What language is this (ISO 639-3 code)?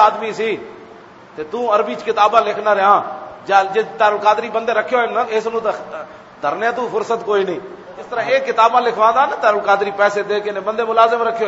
lah